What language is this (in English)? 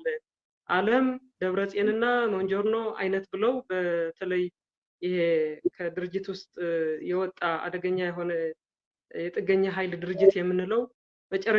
Amharic